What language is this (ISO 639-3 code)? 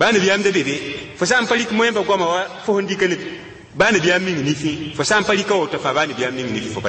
mos